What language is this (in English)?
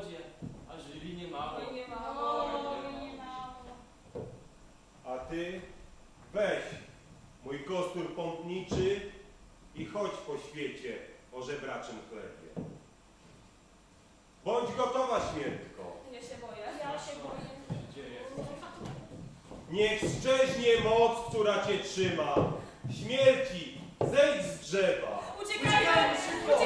Polish